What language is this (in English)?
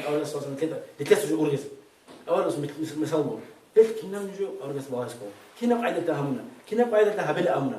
Avaric